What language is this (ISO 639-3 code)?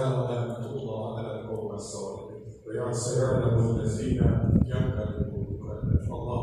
aze